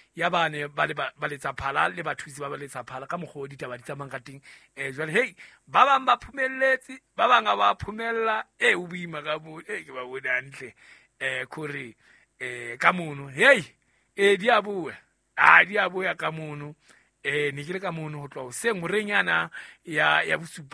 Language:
Southern Sotho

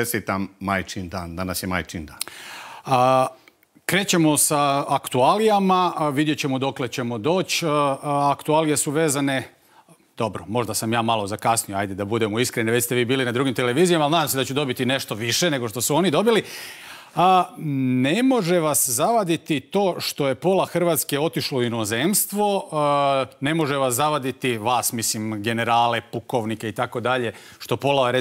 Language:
Croatian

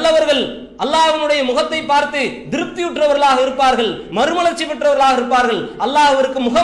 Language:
Tamil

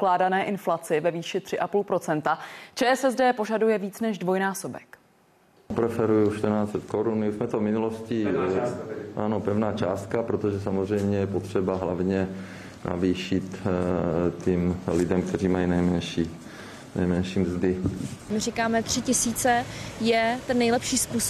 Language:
Czech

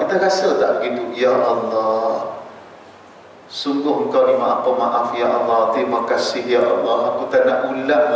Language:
Malay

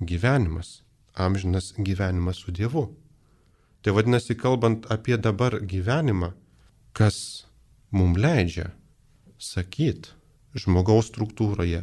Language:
Lithuanian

